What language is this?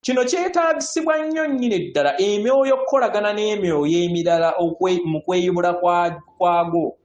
Ganda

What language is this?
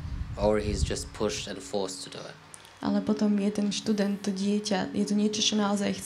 Slovak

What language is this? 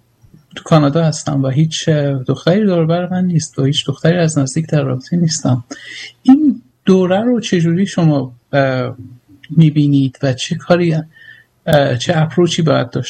Persian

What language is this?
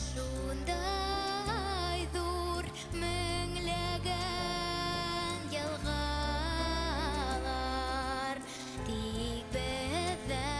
Bashkir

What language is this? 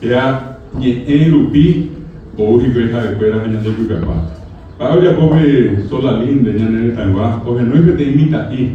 Guarani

